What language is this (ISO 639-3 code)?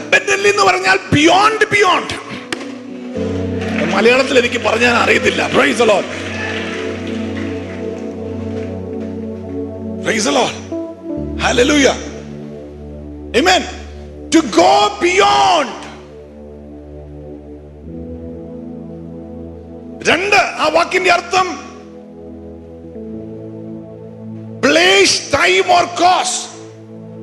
mal